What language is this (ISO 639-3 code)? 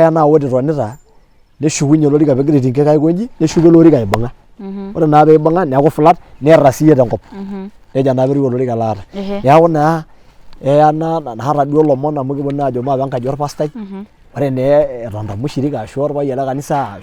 mas